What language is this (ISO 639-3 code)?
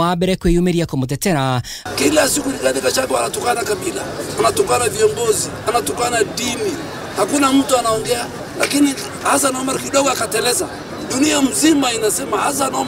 kik